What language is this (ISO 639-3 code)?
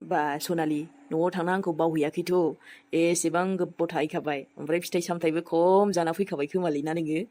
brx